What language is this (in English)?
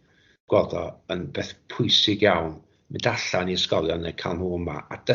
Welsh